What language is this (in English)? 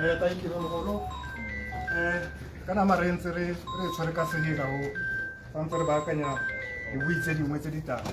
Tswana